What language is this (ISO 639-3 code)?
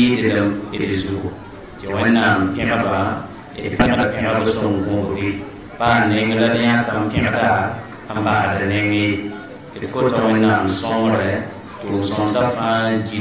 mos